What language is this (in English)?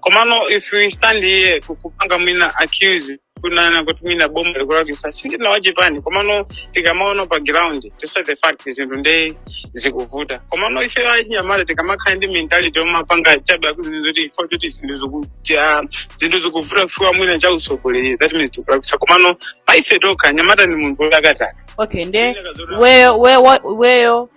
Nyanja